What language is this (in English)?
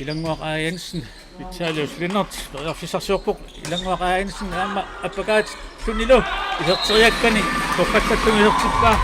Kalaallisut